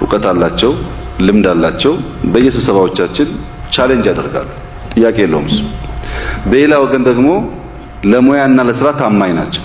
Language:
Amharic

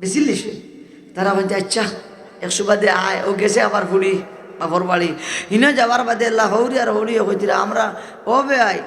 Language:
Sylheti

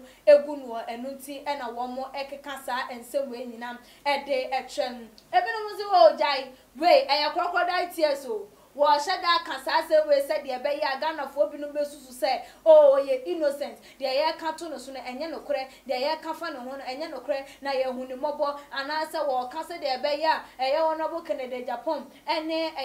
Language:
Akan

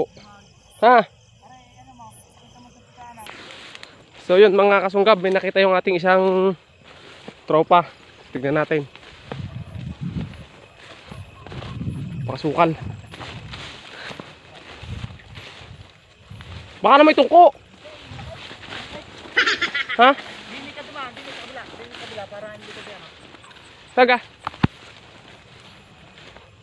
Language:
Filipino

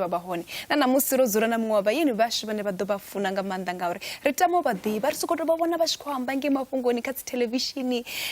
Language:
Venda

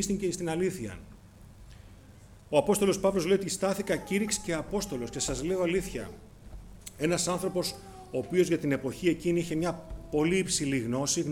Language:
Greek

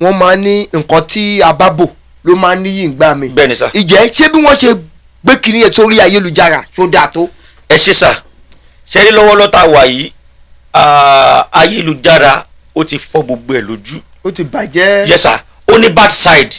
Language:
Yoruba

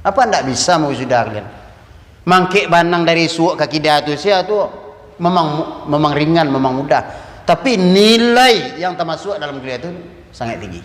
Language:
Minangkabau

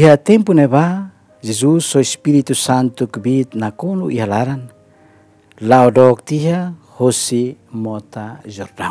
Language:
Tetum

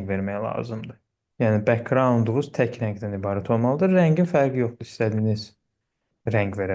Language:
Azerbaijani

